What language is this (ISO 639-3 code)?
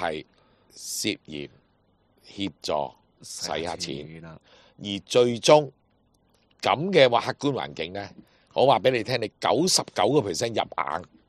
yue